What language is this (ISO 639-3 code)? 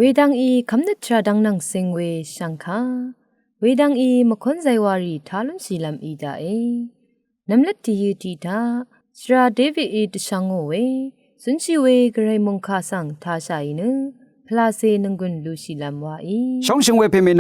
raw